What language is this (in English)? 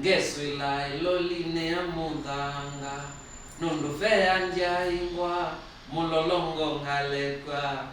Kamba